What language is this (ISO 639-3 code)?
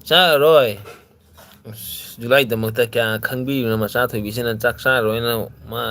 mni